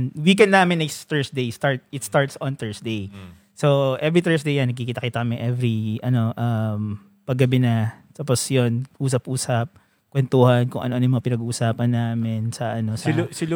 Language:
Filipino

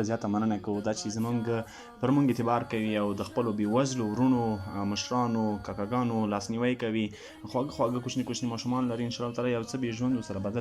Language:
Pashto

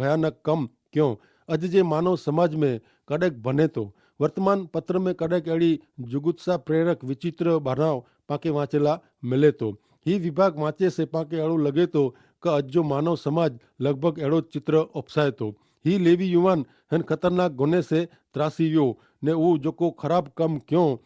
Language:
Kachhi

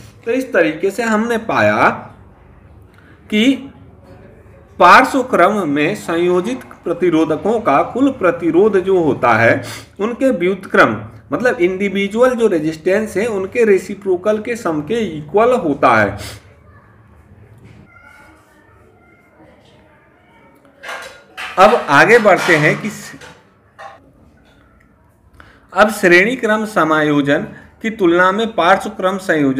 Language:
Hindi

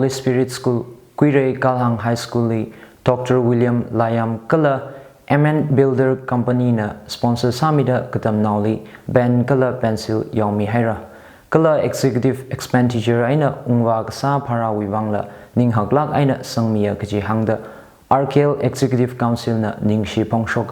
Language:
Tangkhul Naga (India)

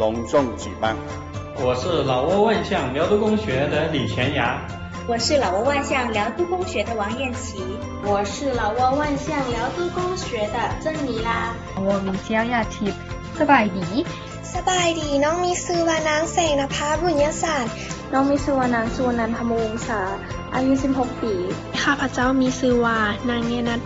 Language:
Lao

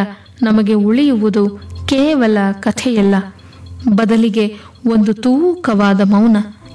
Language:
Kannada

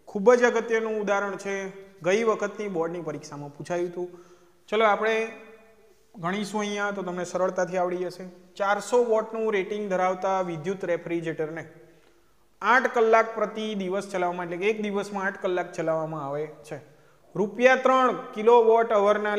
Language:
Gujarati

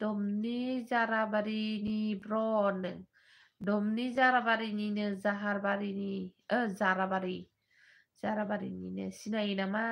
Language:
Bodo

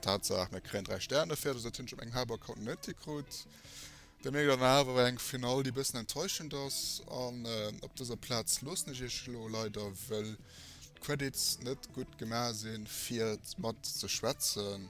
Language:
Luxembourgish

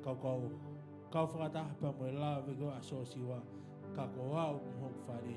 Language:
Tongan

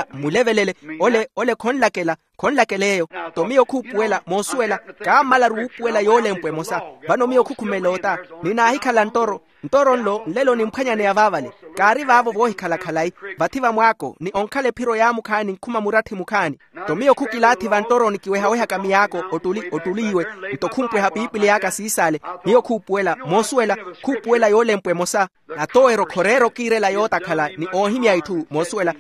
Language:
Makhuwa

